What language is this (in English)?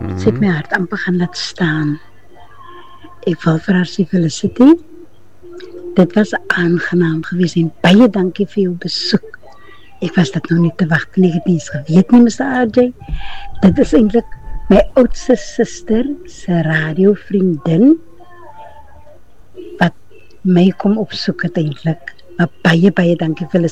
Afrikaans